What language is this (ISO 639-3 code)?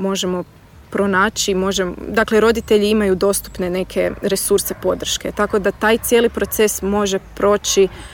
hrv